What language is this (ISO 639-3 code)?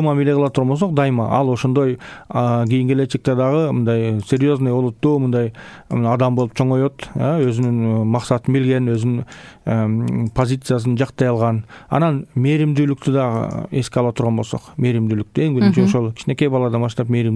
kir